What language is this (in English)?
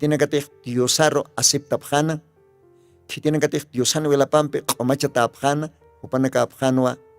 Aymara